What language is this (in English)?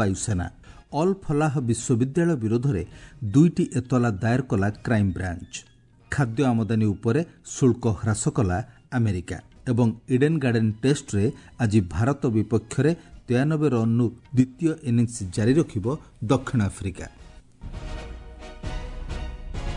Odia